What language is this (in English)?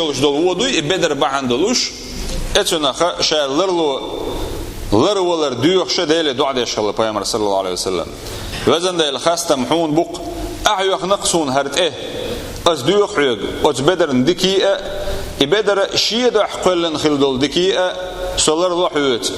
Chechen